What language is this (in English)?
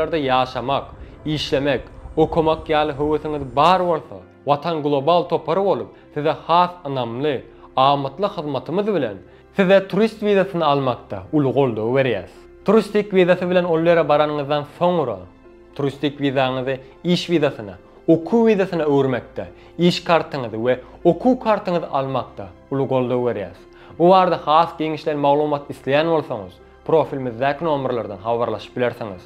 Turkmen